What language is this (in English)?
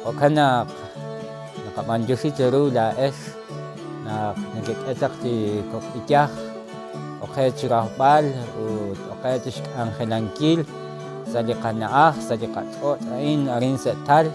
Kekchí